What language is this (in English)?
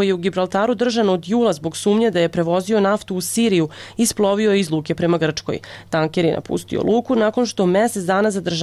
Serbian